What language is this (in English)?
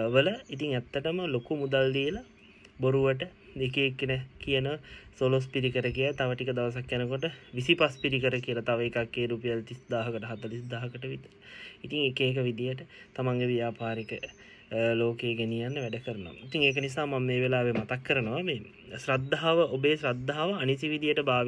Sinhala